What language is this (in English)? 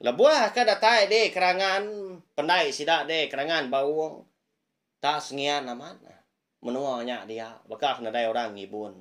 Iban